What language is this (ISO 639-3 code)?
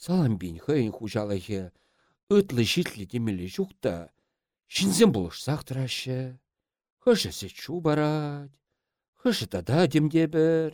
chv